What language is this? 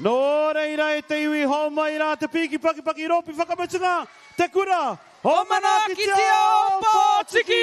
Māori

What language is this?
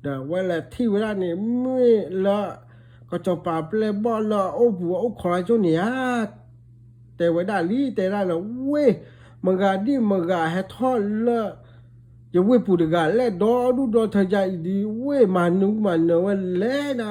S'gaw Karen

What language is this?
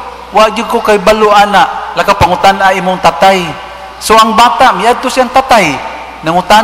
Cebuano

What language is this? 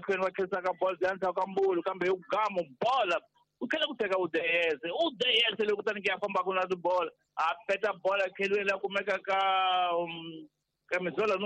Tsonga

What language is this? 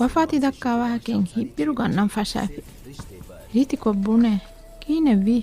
Divehi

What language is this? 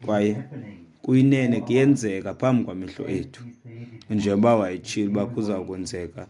Xhosa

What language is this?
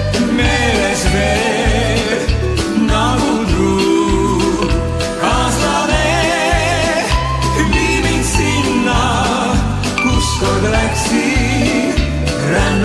Estonian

